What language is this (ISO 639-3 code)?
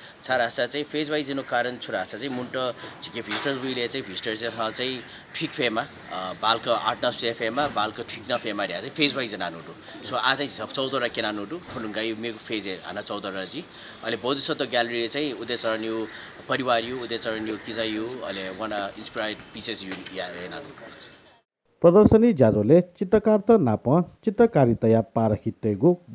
new